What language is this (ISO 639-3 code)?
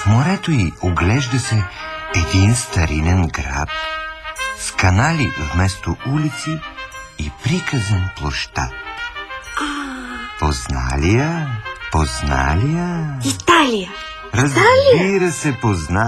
bul